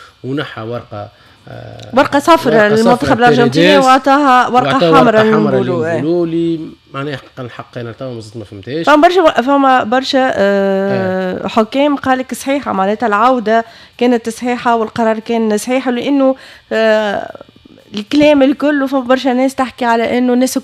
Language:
Tunisian Arabic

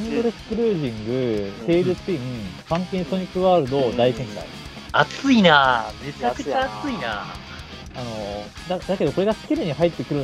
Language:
Japanese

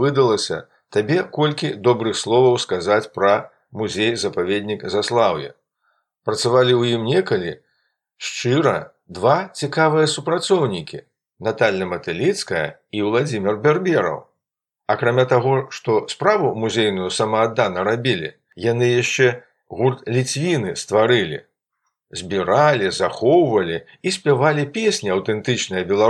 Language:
Belarusian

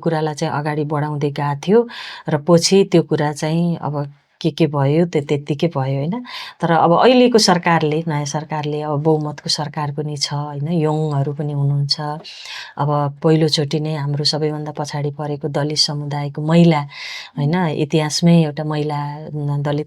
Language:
Nepali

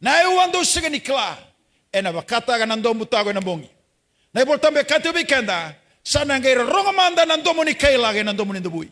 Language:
Fijian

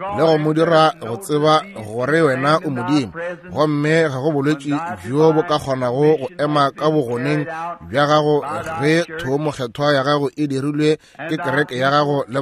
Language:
Northern Sotho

